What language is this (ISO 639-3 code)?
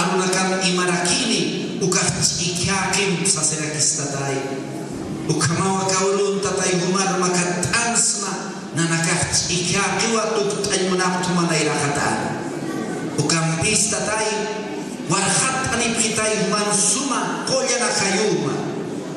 aym